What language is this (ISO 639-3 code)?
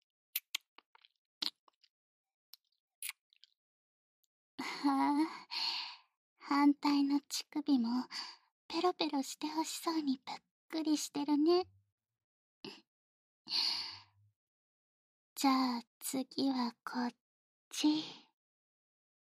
jpn